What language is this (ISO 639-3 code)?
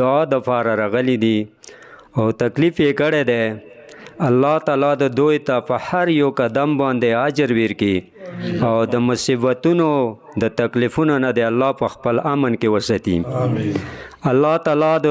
pus